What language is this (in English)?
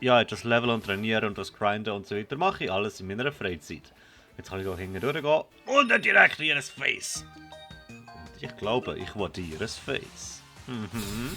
Swiss German